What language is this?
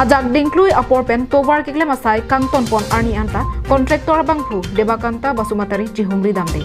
Karbi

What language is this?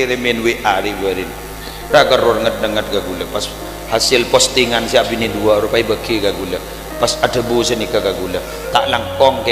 Madurese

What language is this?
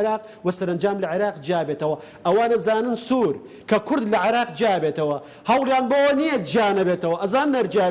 Central Kurdish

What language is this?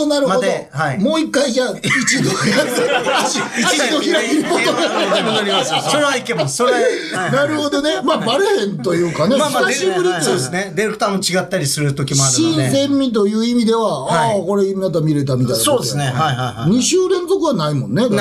Japanese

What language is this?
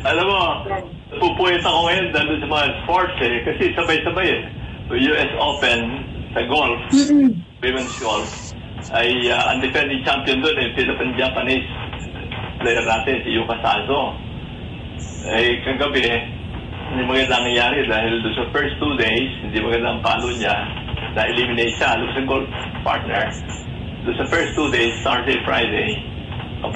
Filipino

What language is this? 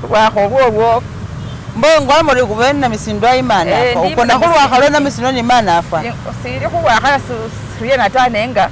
Masaaba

